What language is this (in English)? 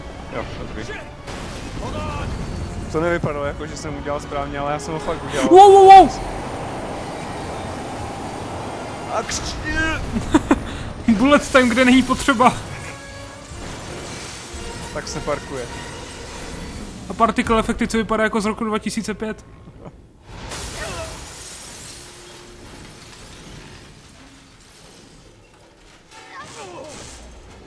Czech